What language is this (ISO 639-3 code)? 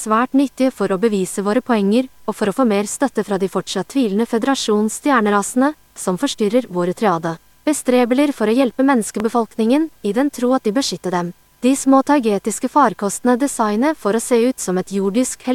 nor